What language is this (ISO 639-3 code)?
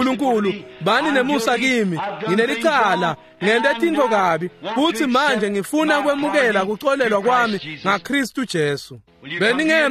ssw